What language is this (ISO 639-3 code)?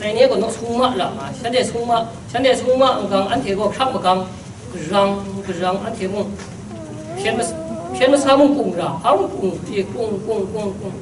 kac